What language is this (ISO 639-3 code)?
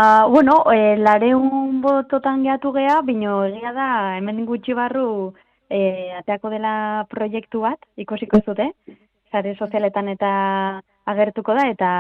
eus